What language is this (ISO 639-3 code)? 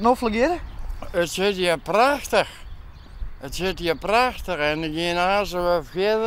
fry